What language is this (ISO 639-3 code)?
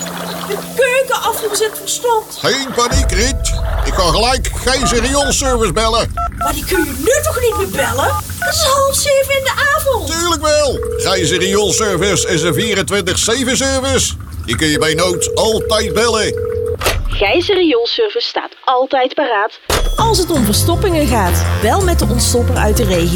nld